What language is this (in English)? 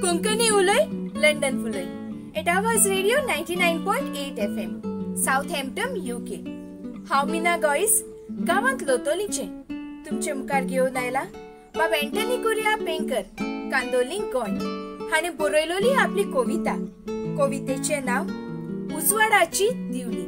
Konkani